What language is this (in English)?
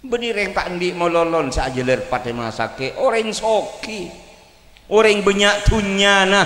Madurese